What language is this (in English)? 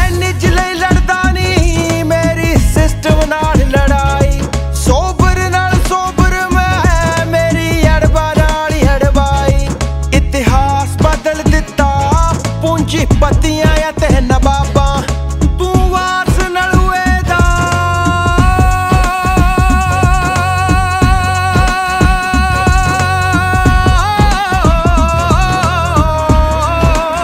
Punjabi